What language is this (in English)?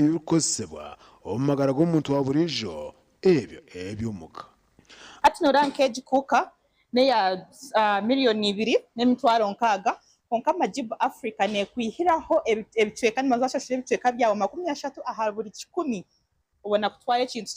Nyankole